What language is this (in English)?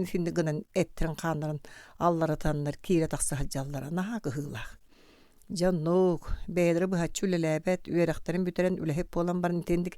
Yakut